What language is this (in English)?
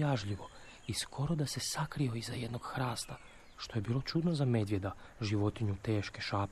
Serbian